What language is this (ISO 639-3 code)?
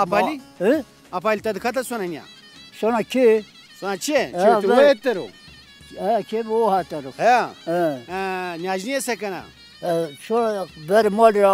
zza